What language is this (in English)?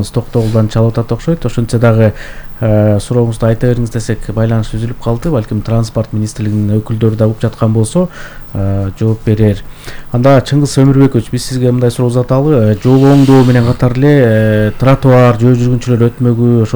Kyrgyz